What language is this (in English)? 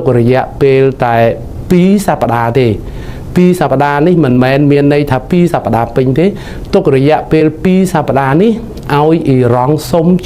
Khmer